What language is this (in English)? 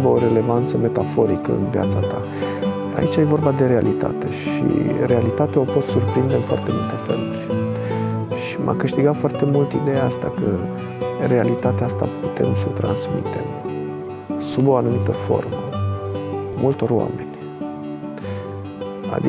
Romanian